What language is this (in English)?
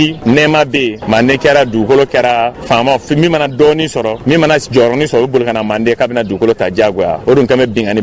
Bambara